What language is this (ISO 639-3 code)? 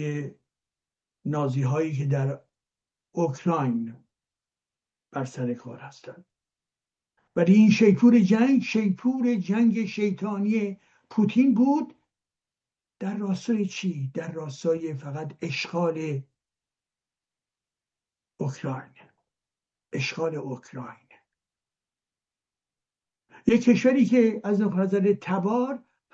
fas